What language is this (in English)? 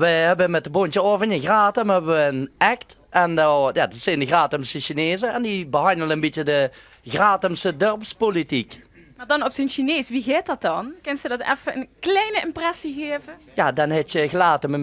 Limburgish